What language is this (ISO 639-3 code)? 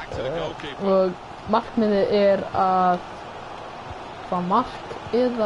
isl